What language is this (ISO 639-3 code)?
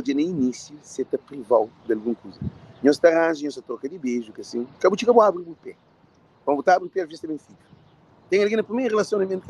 kea